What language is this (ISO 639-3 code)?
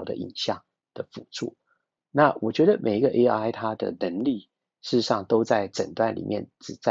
zho